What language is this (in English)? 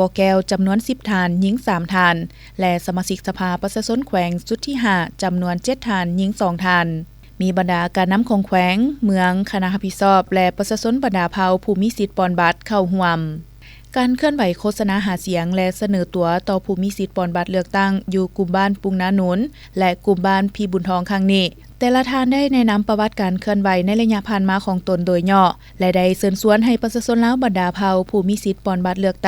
Lao